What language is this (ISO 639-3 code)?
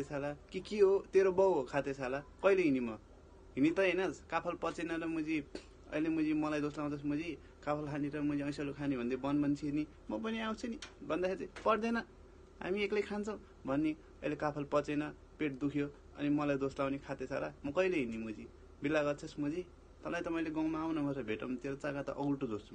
nep